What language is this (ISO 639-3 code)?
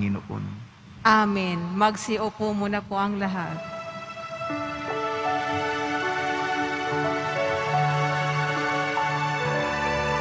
fil